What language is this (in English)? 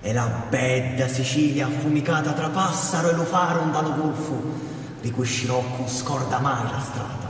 Sicilian